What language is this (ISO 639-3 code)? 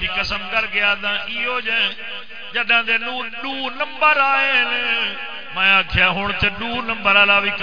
skr